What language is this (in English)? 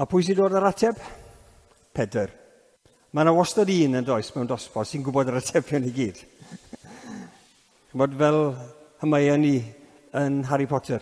Welsh